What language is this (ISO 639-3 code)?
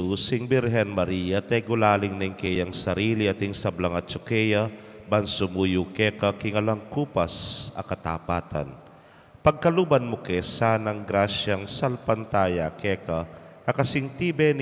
pam